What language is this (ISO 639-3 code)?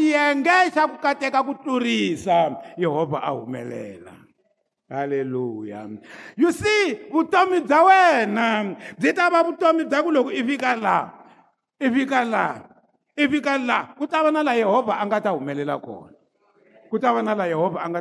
tso